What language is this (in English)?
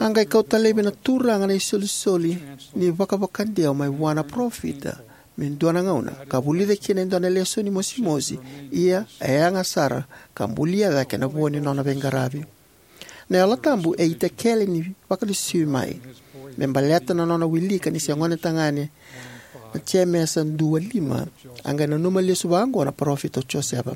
Fijian